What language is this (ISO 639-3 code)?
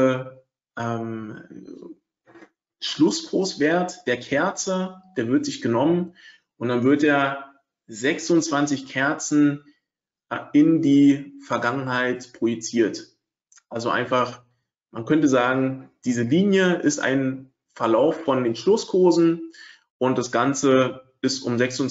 deu